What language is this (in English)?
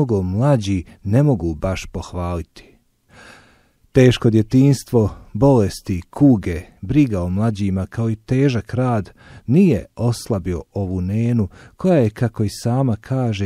Bosnian